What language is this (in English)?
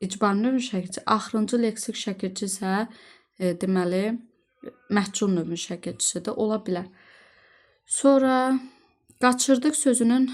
Azerbaijani